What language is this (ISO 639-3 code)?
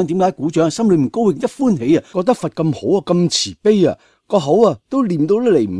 yue